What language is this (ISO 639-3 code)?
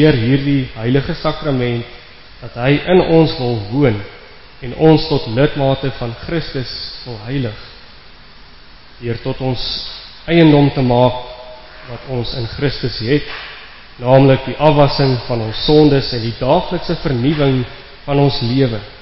afr